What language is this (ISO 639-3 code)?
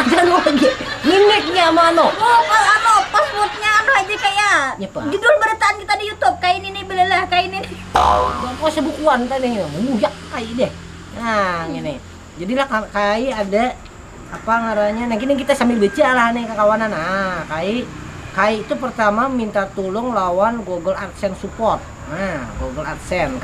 bjn